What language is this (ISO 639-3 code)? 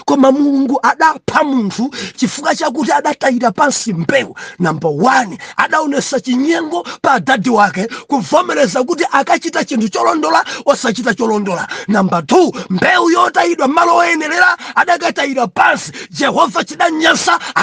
nya